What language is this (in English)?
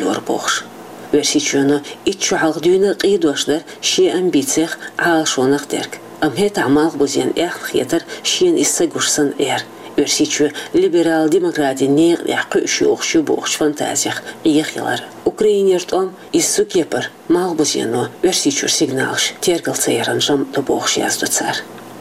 Chechen